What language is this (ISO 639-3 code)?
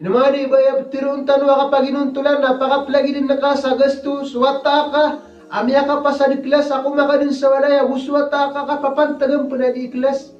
mrw